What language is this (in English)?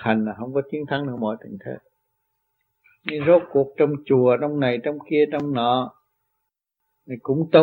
Vietnamese